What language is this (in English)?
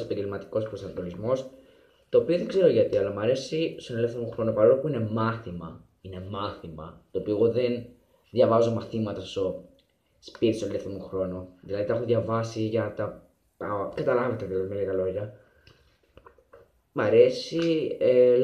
Greek